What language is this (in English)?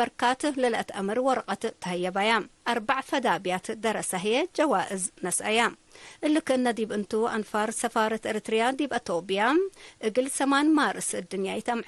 Tigre